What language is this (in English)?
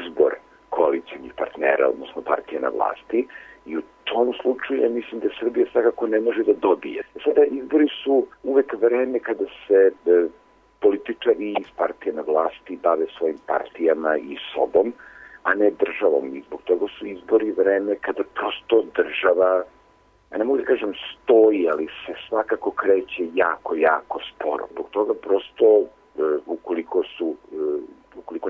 Serbian